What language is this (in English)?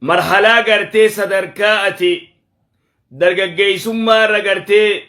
Oromo